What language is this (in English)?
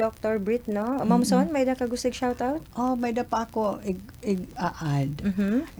Waray